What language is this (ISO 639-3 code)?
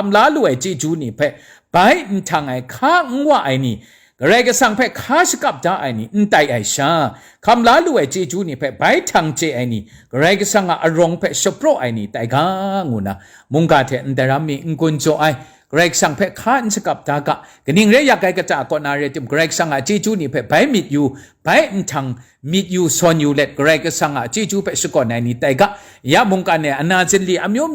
kac